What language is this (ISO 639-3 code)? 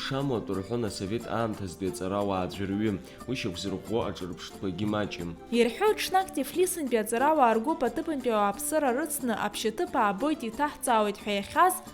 abk